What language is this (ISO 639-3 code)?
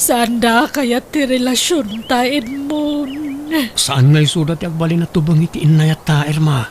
ilo